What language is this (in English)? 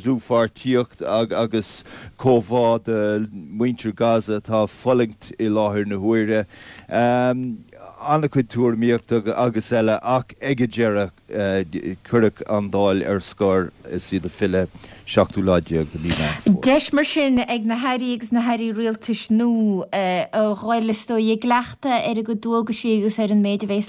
Irish